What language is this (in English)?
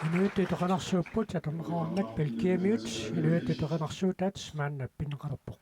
Kalaallisut